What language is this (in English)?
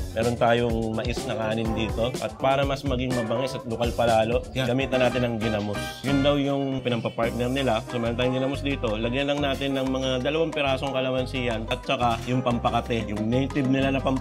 Filipino